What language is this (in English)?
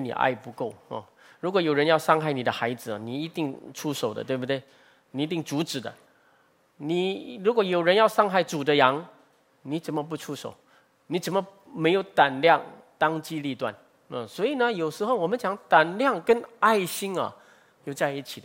Chinese